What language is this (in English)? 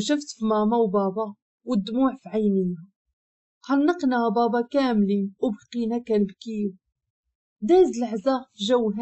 Moroccan Arabic